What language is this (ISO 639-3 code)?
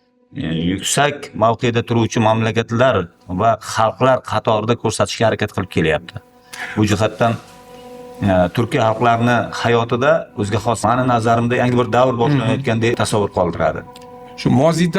uzb